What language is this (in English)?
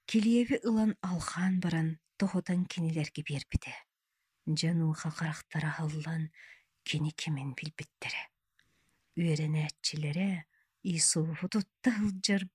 Yakut